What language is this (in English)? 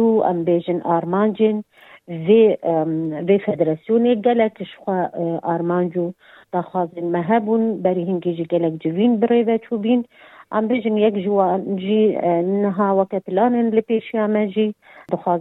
Kurdish